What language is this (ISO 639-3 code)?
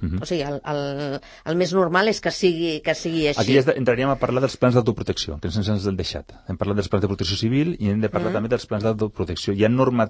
cat